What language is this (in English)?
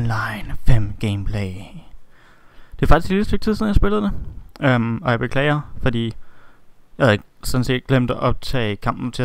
Danish